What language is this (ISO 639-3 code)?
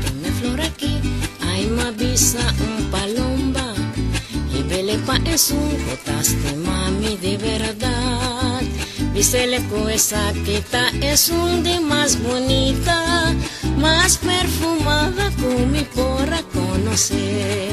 pap